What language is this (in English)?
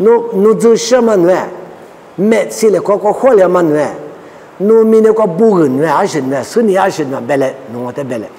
Lisu